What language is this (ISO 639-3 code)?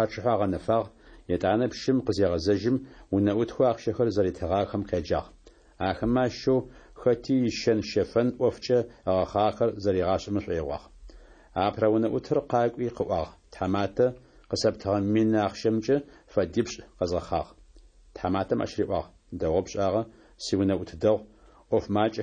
kbd